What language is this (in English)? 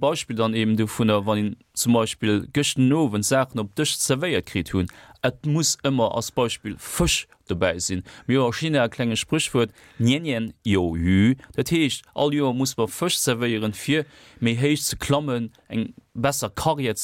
Luxembourgish